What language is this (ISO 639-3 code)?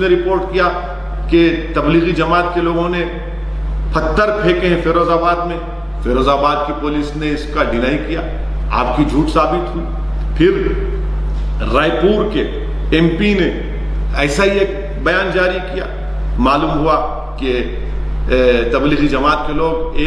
urd